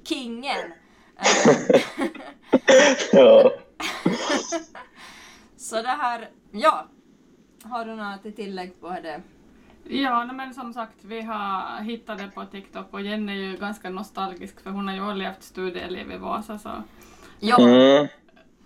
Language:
Swedish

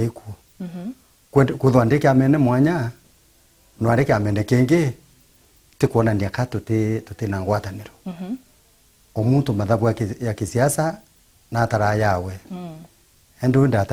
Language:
Meru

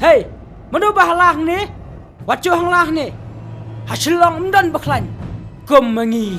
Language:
Khasi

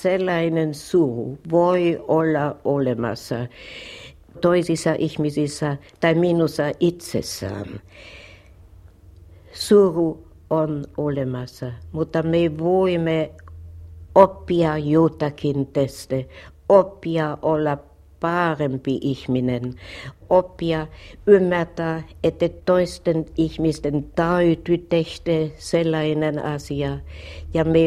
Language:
Finnish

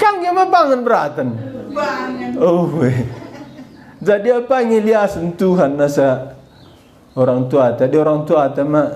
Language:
Batak Karo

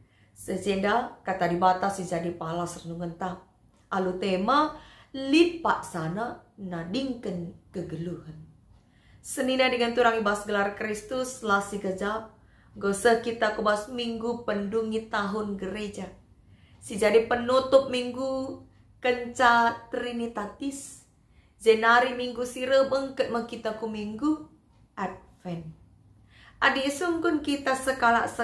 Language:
Batak Karo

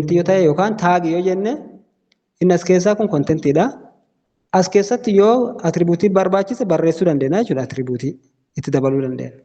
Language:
Oromo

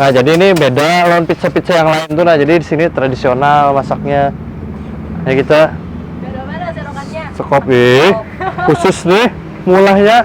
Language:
Banjar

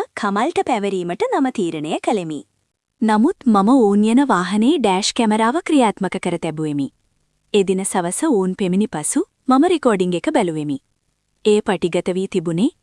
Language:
Sinhala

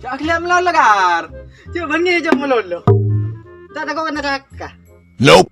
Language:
Madurese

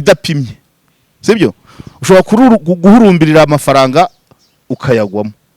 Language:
Kinyarwanda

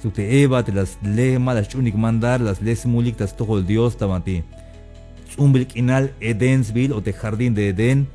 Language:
Tzeltal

